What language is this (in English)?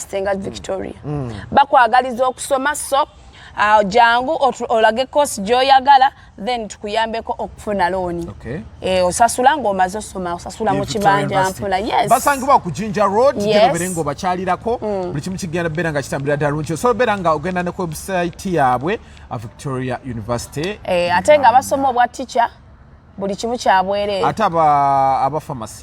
Ganda